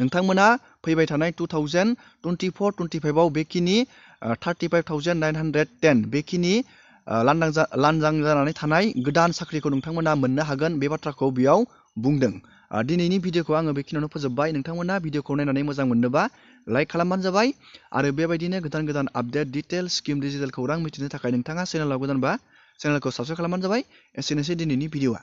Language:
Bodo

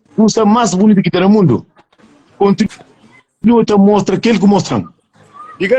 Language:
Kabuverdianu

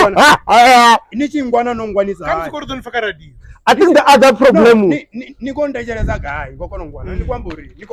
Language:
Venda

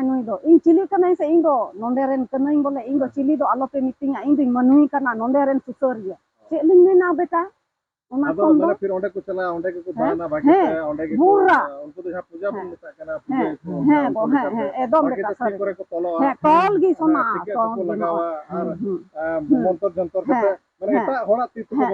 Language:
Santali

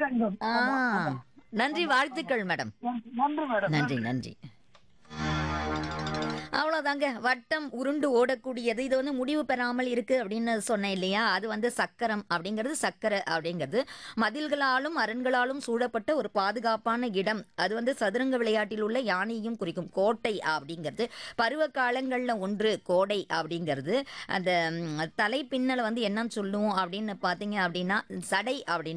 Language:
Tamil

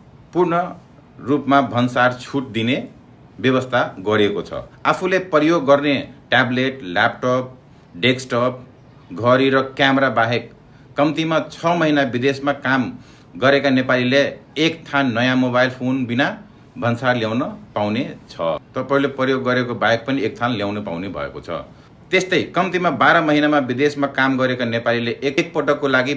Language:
Nepali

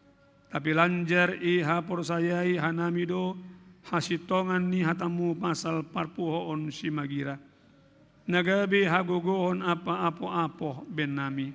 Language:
Batak Simalungun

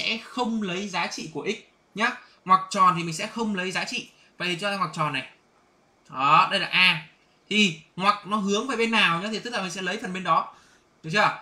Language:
Vietnamese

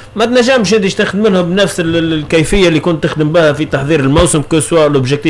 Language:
Tunisian Arabic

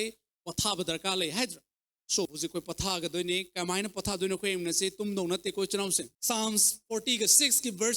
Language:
Manipuri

